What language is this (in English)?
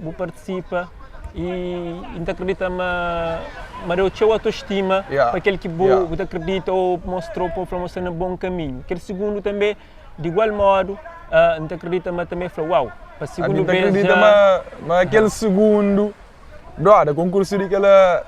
Kabuverdianu